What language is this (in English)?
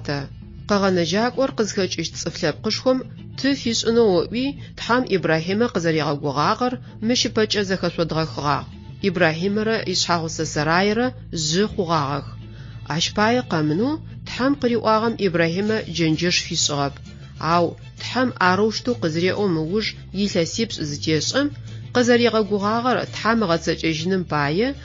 Adyghe